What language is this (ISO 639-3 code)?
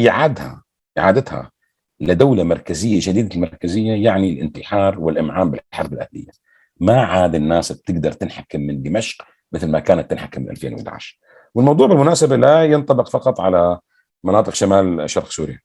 apc